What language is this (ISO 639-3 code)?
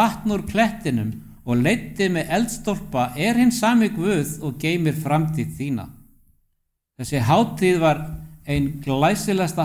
isl